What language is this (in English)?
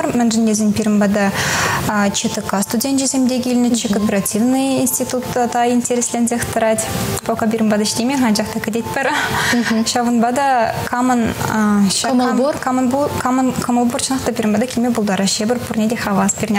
Chuvash